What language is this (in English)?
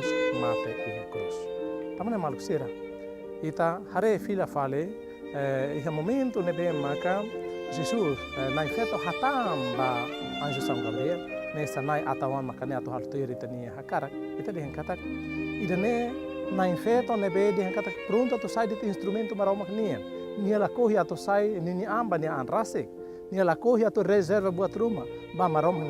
Tetum